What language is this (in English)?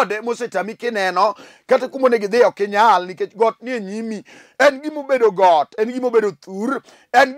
Luo (Kenya and Tanzania)